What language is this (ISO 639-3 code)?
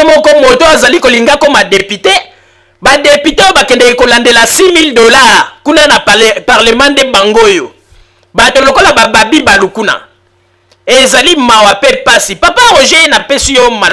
lin